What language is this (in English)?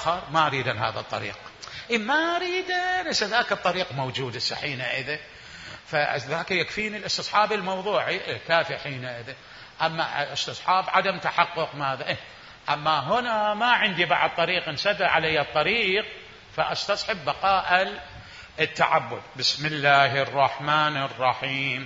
Mesopotamian Arabic